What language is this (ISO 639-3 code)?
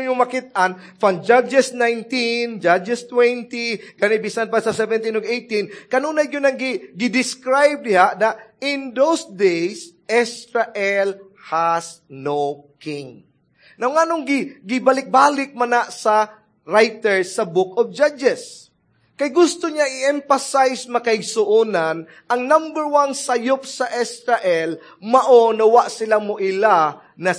ceb